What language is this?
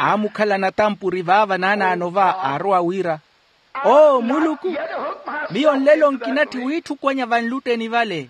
Makhuwa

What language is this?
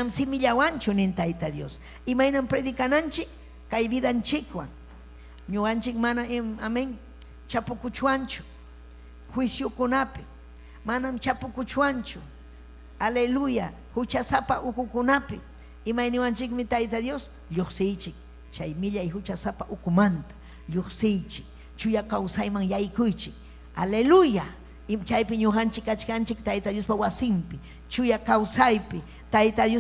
Ayacucho Quechua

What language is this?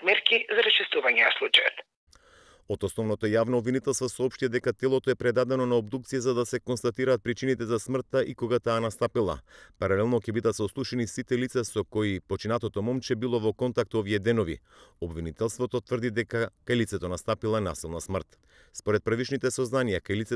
Macedonian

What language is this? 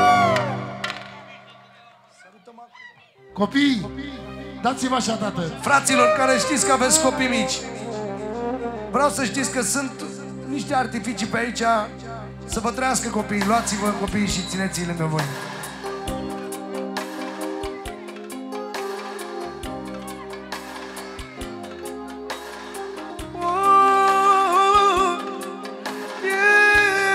Romanian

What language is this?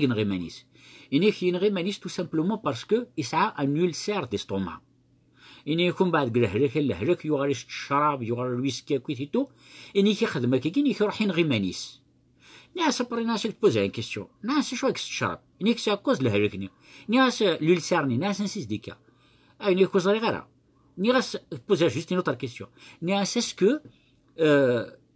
Kabyle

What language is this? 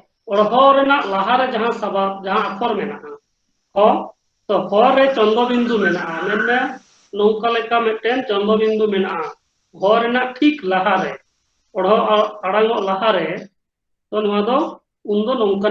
Santali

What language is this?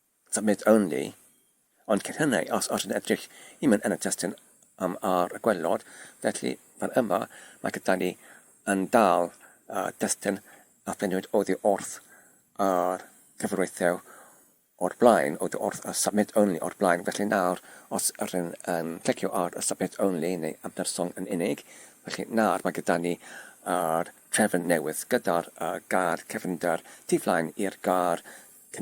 Welsh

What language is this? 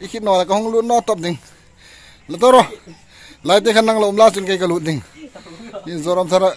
Hmar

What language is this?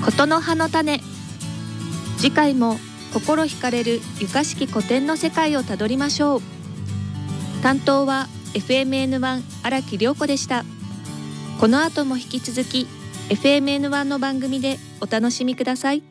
Japanese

